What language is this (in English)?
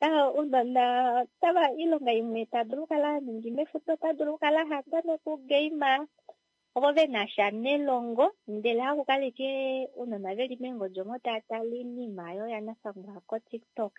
Kuanyama